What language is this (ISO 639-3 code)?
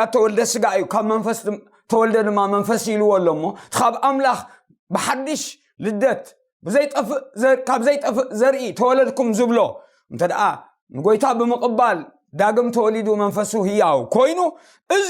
tir